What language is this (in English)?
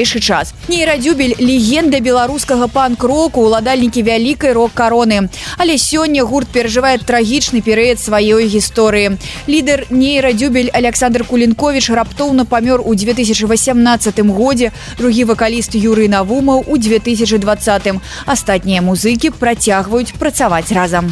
Belarusian